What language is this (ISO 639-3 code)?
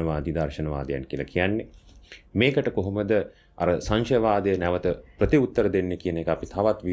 sin